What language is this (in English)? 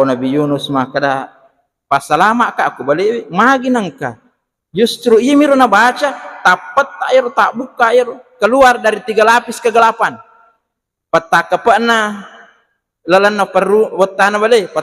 Buginese